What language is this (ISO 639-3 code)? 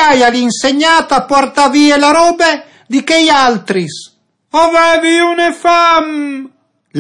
fur